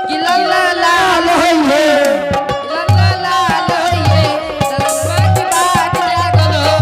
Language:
Angika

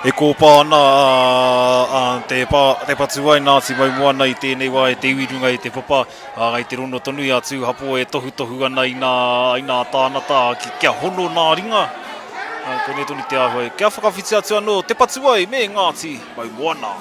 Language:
Māori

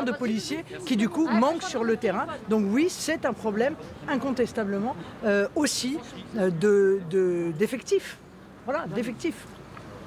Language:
French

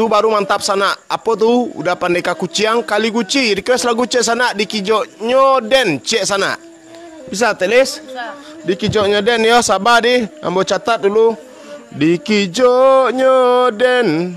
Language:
Minangkabau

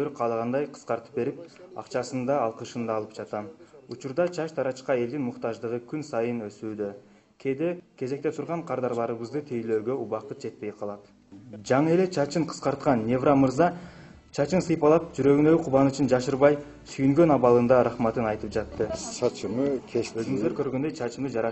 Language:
Kyrgyz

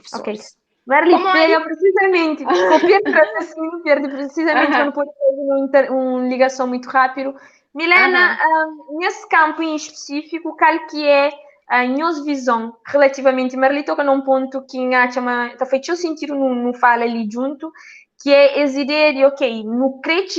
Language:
Kabuverdianu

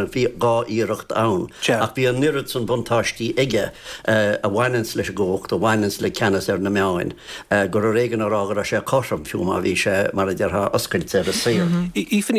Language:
Irish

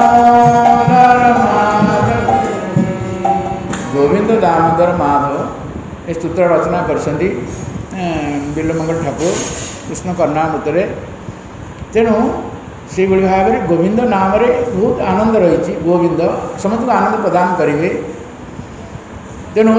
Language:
Odia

